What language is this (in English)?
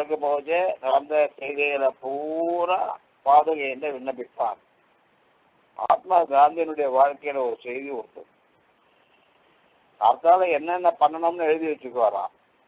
Tamil